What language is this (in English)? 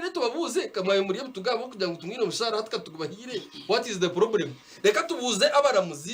Nyankole